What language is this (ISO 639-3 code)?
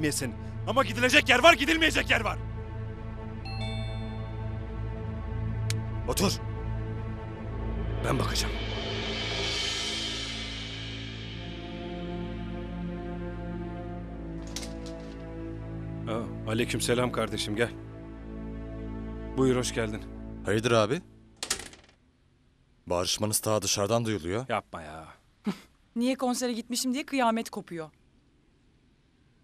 tur